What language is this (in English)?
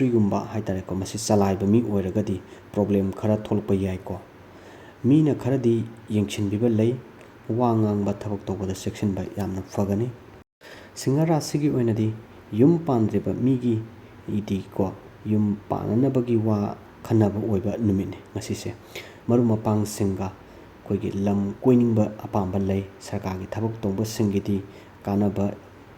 Manipuri